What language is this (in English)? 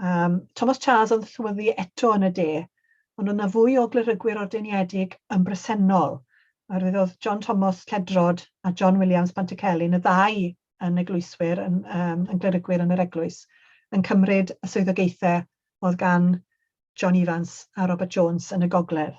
Welsh